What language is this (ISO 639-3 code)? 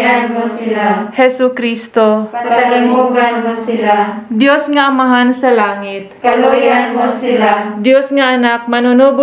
ceb